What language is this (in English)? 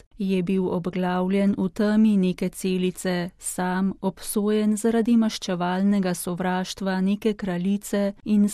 Slovenian